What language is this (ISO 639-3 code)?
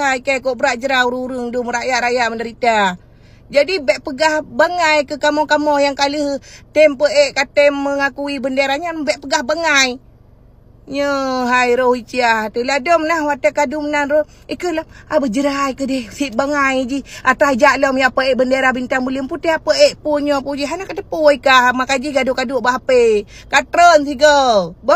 ace